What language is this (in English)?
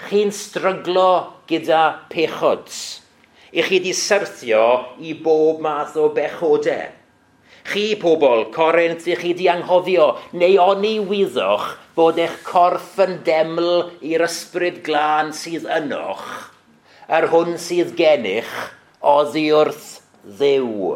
Welsh